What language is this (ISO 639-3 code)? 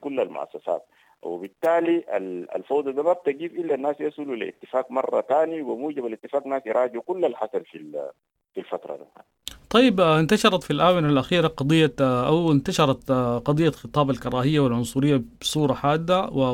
apd